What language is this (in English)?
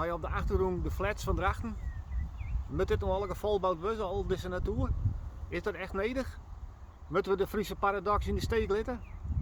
Western Frisian